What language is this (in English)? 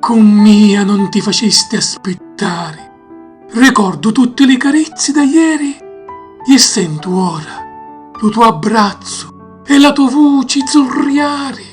Sicilian